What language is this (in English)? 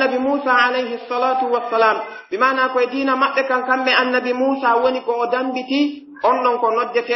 Pular